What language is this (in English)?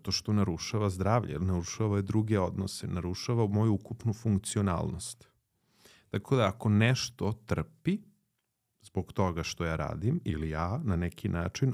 Serbian